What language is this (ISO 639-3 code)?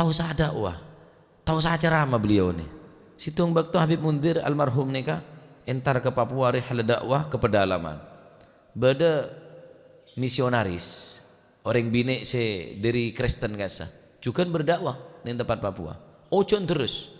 mad